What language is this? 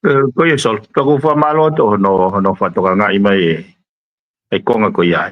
Tongan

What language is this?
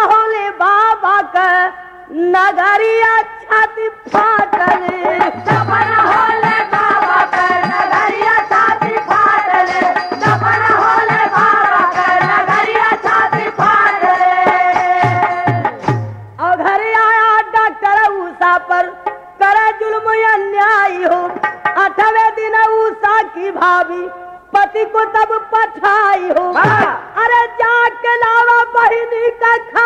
Bhojpuri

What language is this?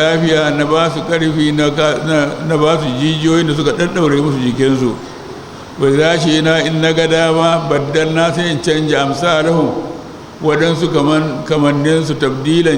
Hausa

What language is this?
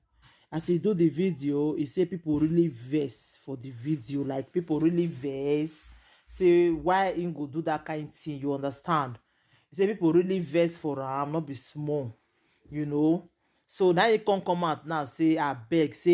Nigerian Pidgin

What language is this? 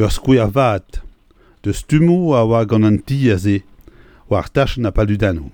Breton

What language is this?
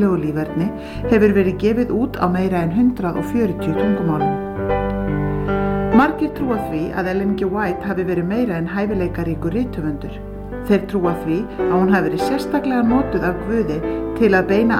Icelandic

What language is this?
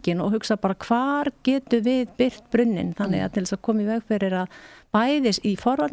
Icelandic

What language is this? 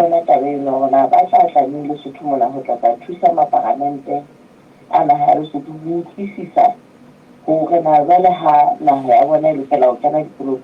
Southern Sotho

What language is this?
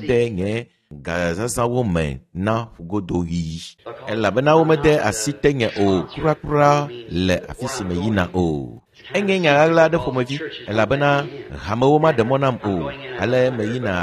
Ewe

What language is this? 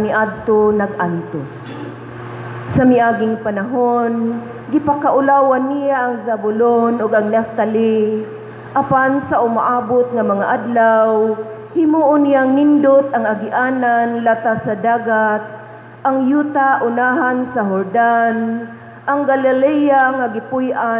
Cebuano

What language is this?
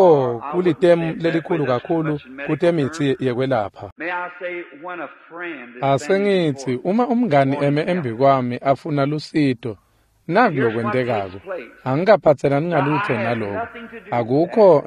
Swati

